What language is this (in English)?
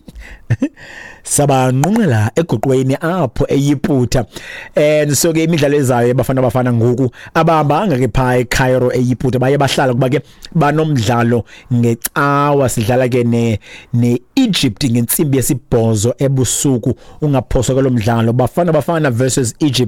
Xhosa